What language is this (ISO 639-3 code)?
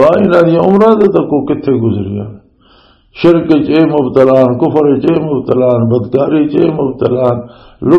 lah